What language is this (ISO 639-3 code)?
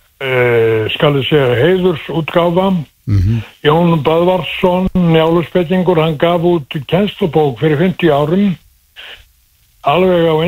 isl